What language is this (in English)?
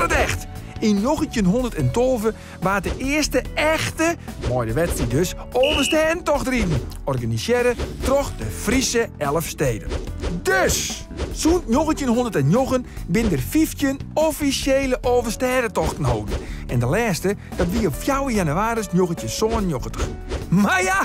Western Frisian